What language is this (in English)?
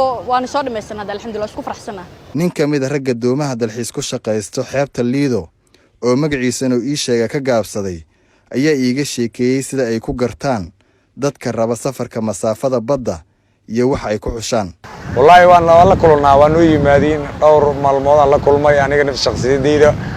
Somali